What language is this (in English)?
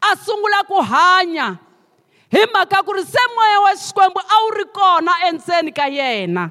Tsonga